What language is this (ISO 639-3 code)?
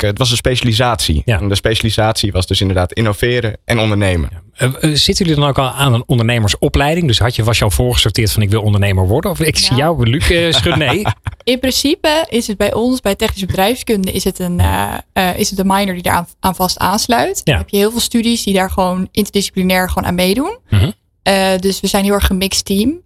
nld